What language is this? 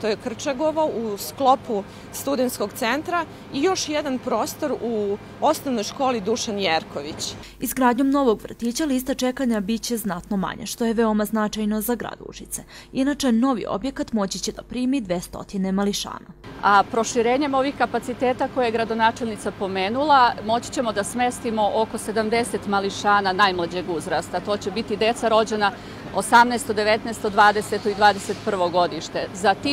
Serbian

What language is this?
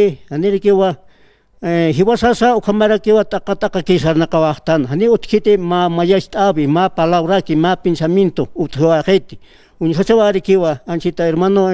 Aymara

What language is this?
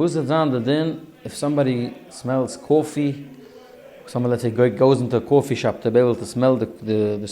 Yiddish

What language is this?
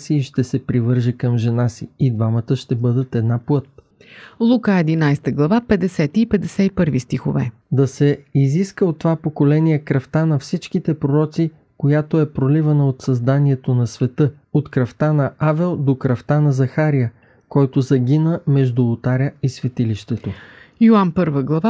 Bulgarian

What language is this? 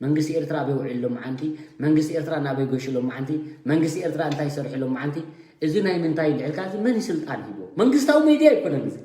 Tigrinya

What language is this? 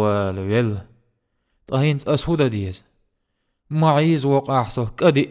Chechen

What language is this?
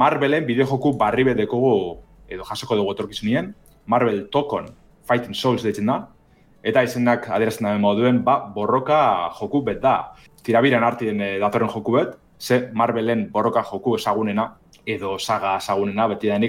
Basque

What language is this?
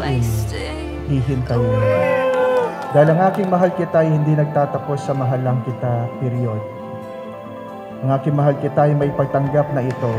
Filipino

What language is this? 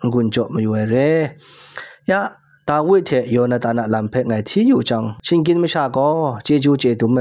Kachin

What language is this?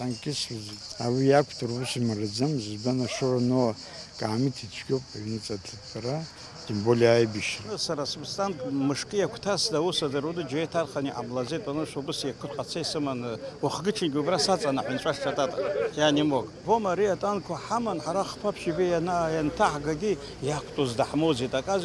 Abkhazian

